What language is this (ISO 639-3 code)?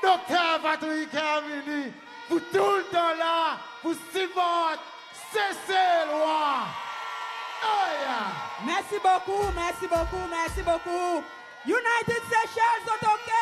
crs